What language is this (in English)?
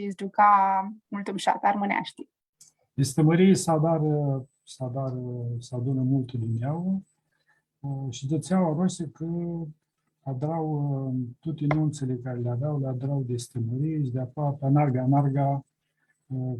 Aromanian